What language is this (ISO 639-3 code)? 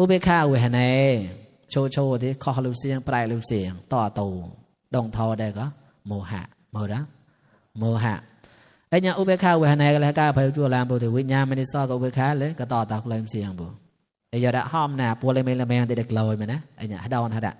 mnw